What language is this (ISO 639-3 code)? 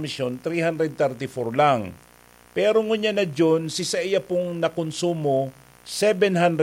bik